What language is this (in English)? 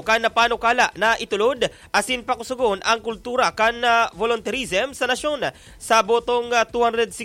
Bikol